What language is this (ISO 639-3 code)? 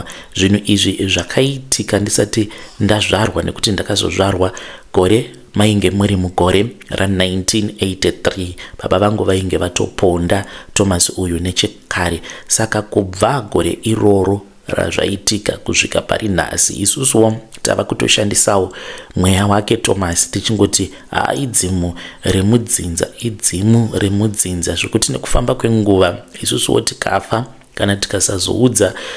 sna